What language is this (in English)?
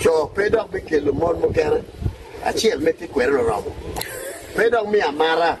Acoli